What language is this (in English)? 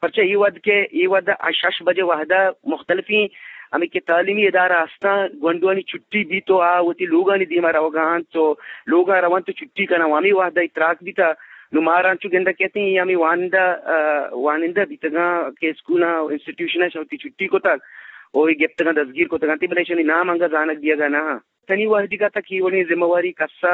Eastern Balochi